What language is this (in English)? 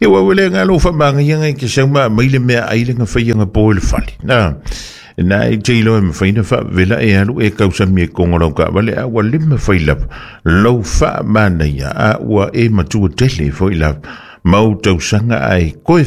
Samoan